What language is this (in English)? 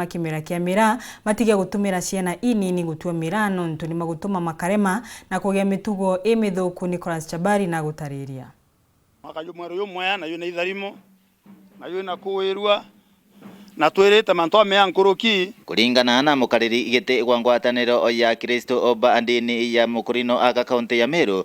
Meru